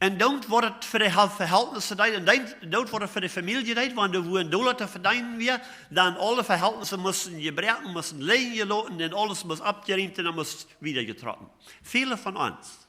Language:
Plautdietsch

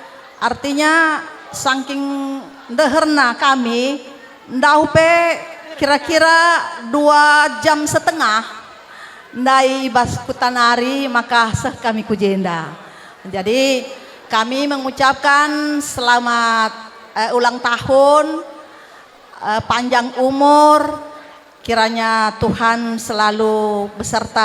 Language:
Batak Karo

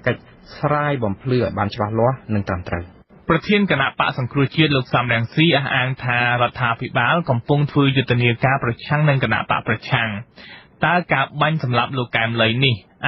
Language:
Khmer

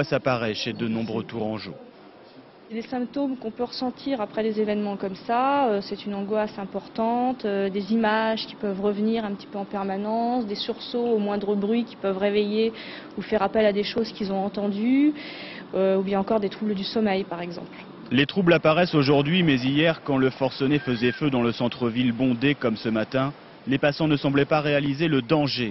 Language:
French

